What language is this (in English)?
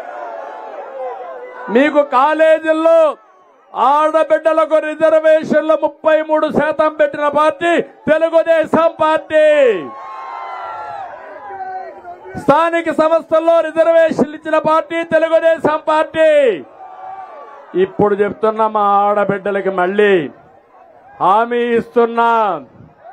Telugu